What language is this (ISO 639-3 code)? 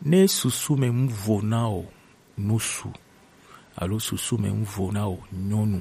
gej